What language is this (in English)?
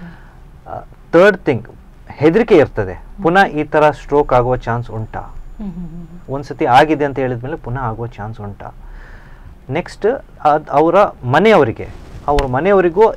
Kannada